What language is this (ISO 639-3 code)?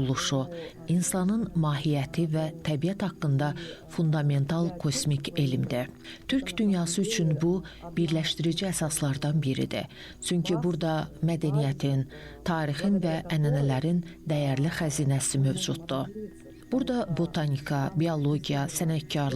aze